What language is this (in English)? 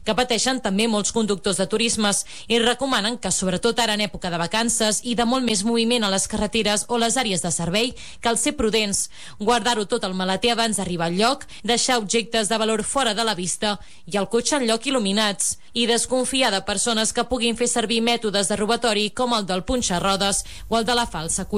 Catalan